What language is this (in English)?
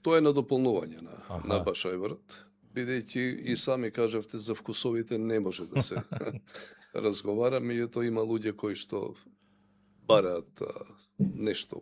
Macedonian